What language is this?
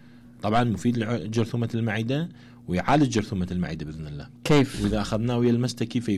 Mesopotamian Arabic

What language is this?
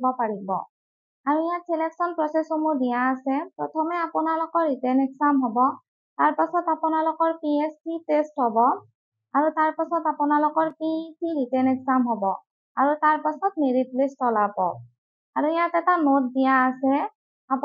Assamese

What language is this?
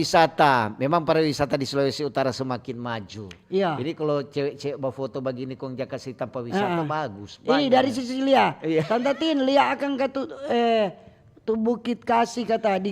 Manado Malay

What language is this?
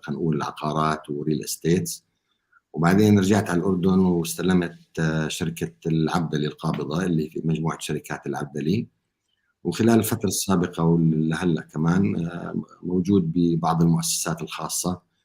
North Levantine Arabic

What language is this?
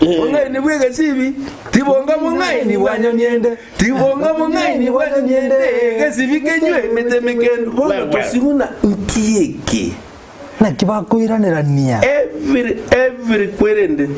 Gusii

